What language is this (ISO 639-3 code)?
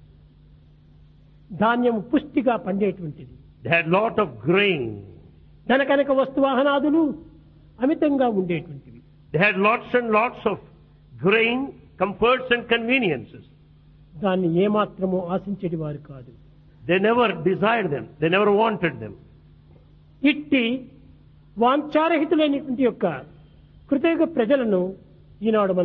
tel